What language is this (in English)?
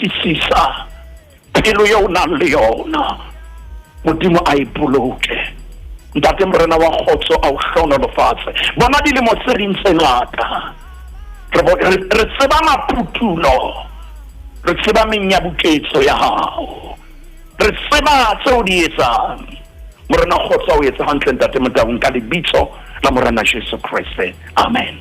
Southern Sotho